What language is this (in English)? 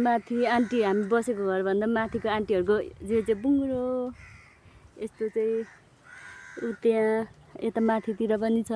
Nepali